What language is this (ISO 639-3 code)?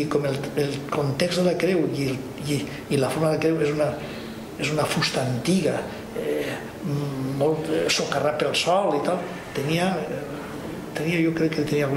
cat